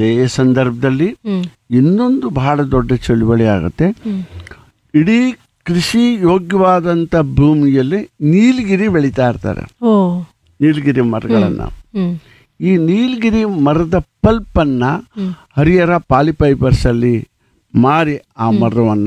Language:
Kannada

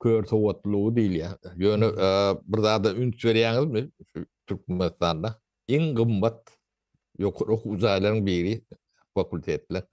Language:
Turkmen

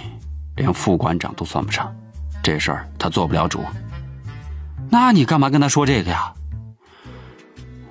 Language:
Chinese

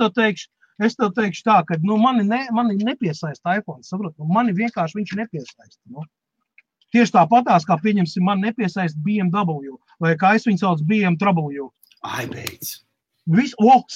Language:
Latvian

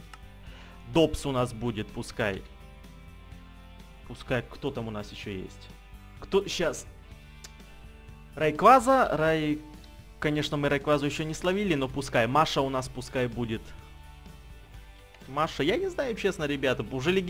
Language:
Russian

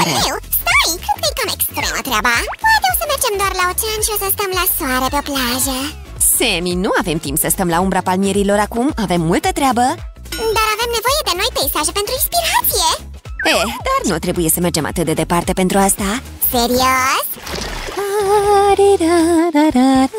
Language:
Romanian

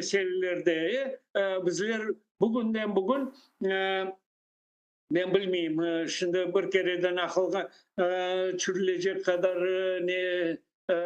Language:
Crimean Tatar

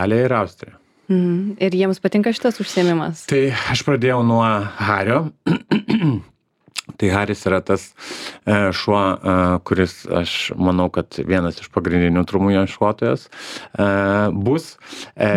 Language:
Lithuanian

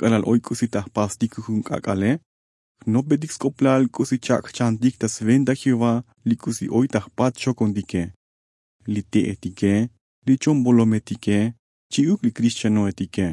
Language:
Tzotzil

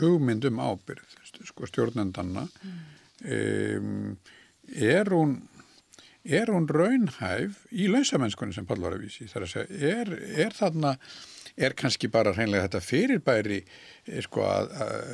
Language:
Icelandic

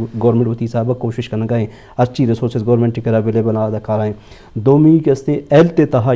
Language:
Eastern Balochi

